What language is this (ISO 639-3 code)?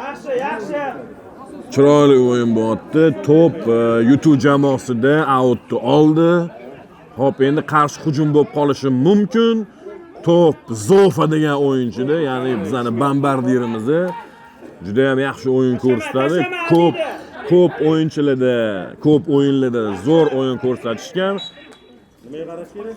uzb